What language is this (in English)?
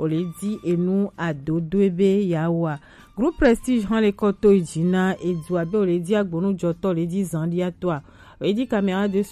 Gen